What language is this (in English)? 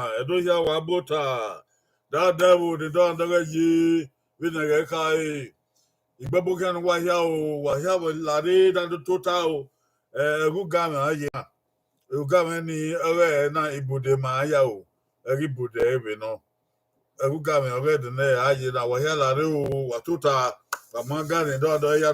Bini